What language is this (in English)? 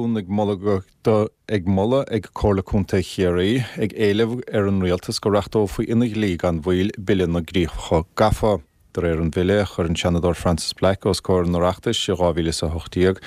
Irish